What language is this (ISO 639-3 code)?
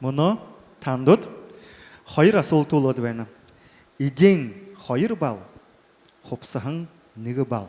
bua